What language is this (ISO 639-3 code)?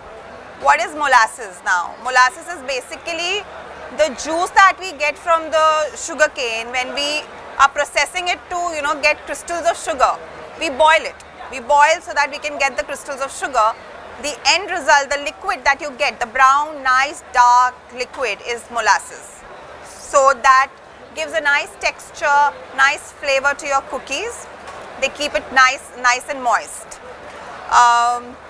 eng